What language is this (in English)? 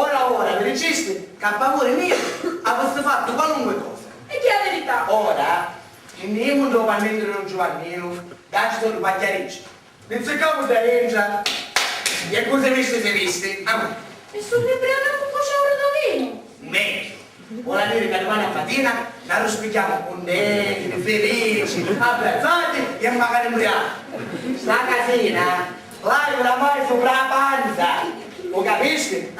Sicilian